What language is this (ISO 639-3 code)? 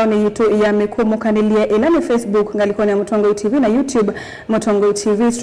kam